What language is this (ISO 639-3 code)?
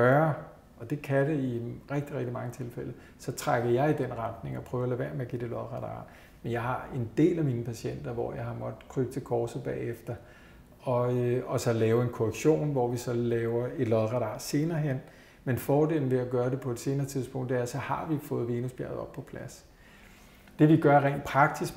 dan